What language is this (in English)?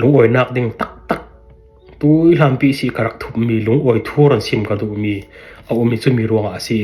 Falam Chin